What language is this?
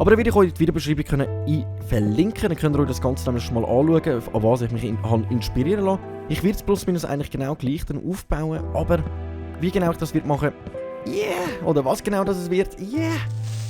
Swiss German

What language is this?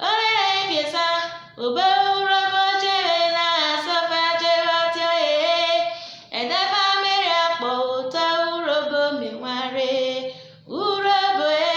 Urhobo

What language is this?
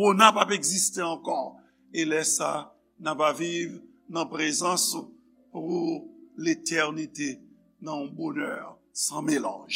Haitian Creole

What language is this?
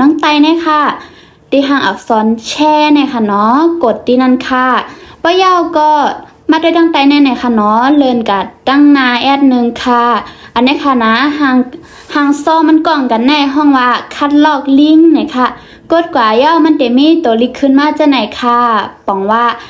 Shan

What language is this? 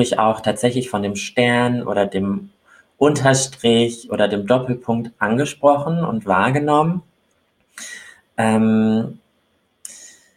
German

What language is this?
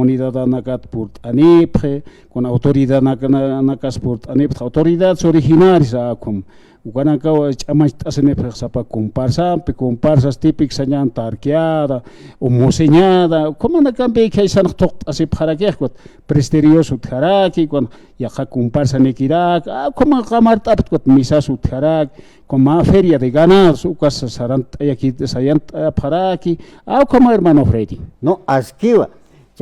Aymara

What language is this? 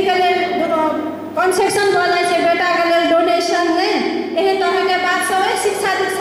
Maithili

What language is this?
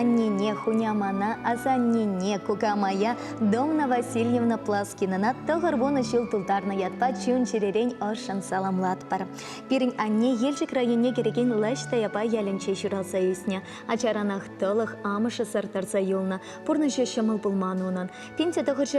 Chuvash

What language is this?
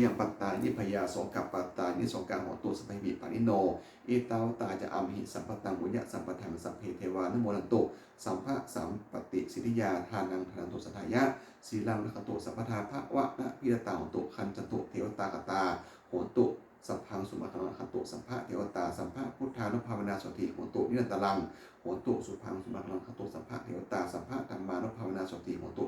Pali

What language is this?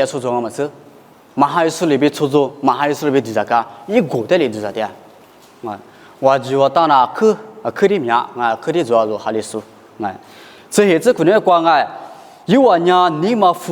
Lisu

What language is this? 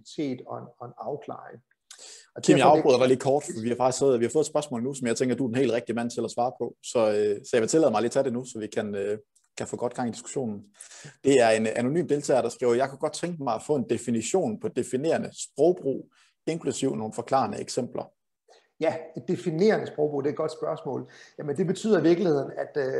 Danish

